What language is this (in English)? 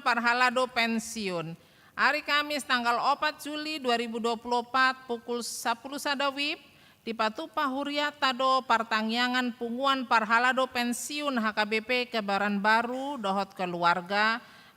Batak Toba